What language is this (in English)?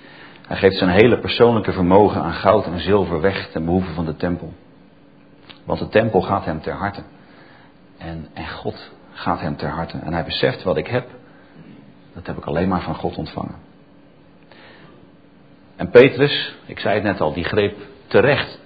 Dutch